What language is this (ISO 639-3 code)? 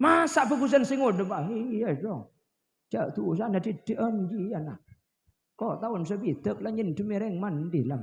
mad